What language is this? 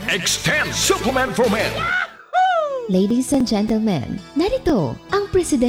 Filipino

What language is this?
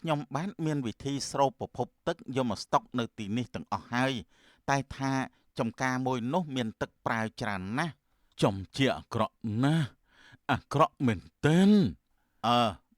Khmer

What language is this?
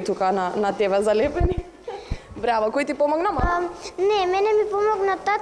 Macedonian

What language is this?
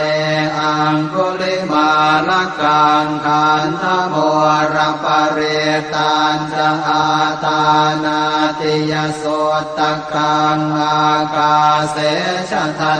Pali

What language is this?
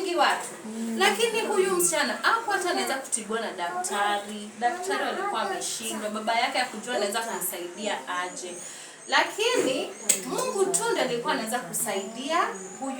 Swahili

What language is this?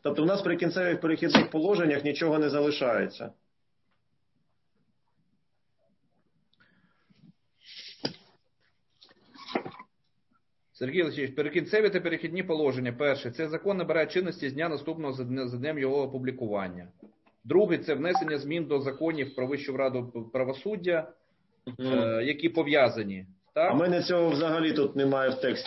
Ukrainian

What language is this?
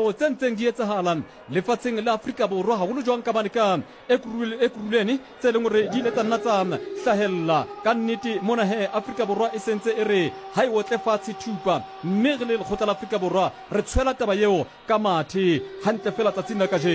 Southern Sotho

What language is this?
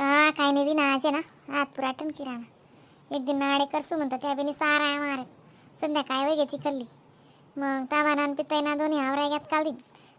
Khandesi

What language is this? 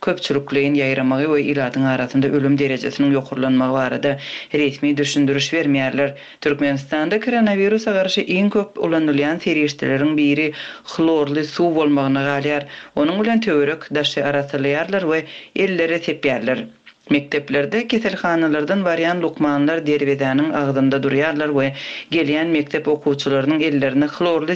Turkmen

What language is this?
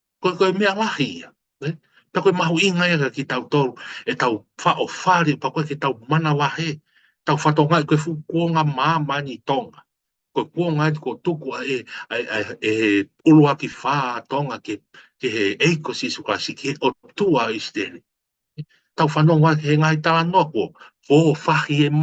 Tongan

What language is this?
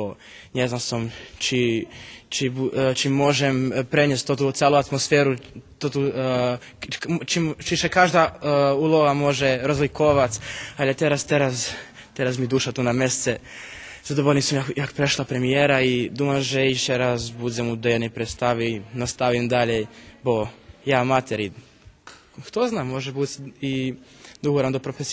Rusyn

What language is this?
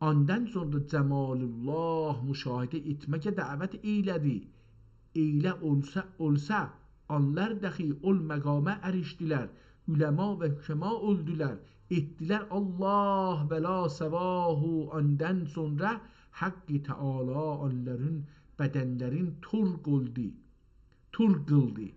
South Azerbaijani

